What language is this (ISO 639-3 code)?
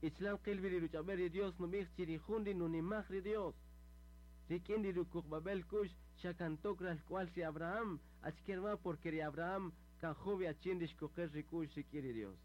cak